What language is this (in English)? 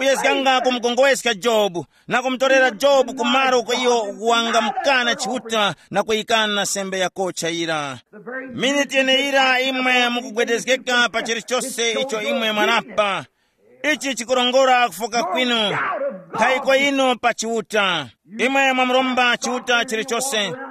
Tumbuka